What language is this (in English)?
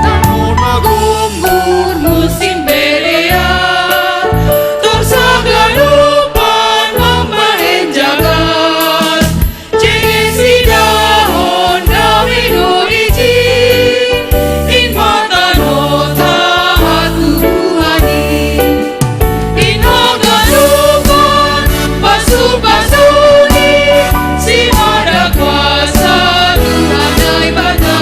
Batak Simalungun